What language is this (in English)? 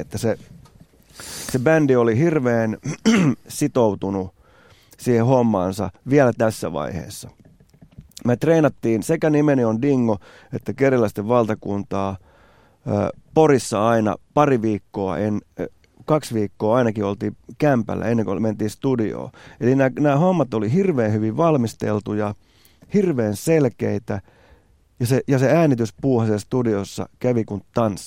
Finnish